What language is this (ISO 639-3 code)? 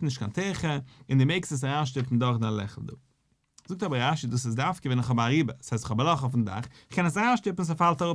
yid